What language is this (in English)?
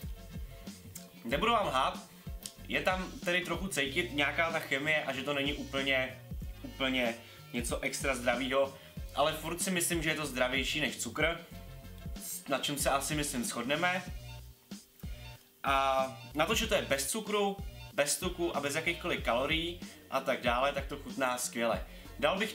Czech